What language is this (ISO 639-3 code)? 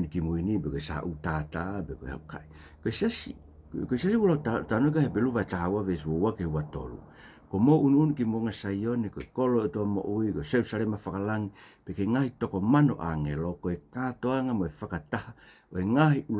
ton